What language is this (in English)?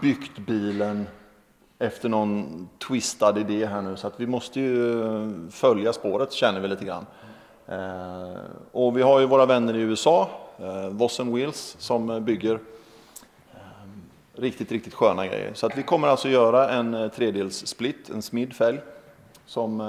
Swedish